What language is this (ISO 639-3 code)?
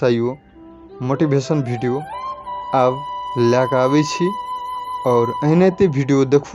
mai